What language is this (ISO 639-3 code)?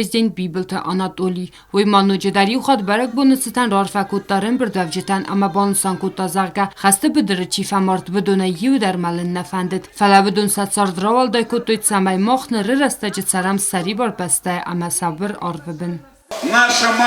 oss